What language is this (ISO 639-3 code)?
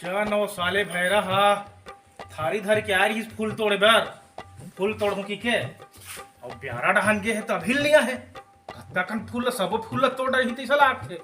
hne